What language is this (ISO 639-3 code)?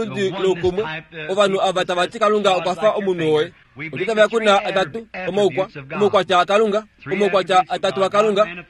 kua